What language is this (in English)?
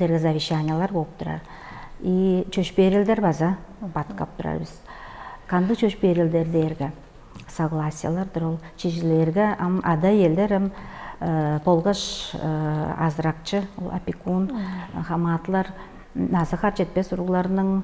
Tuvinian